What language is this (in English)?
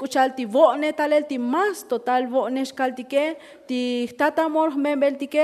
Tzotzil